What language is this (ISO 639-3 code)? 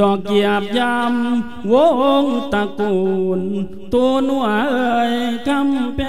lao